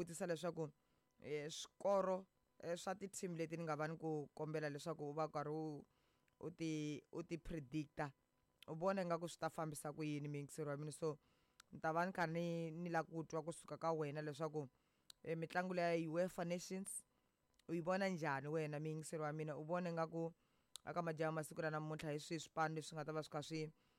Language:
Tsonga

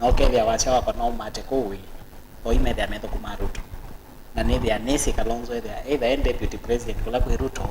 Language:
Kamba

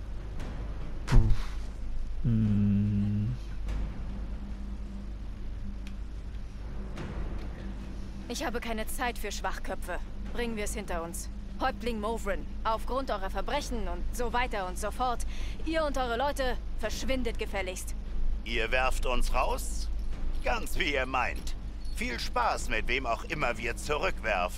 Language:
German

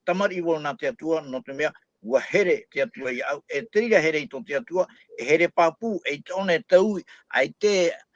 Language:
Tahitian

